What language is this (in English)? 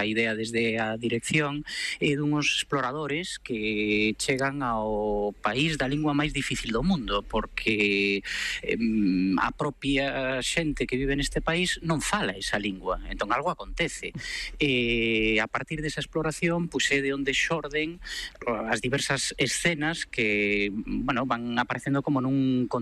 Galician